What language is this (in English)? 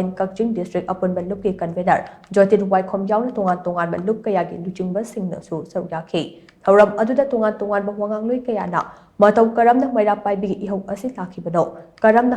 Manipuri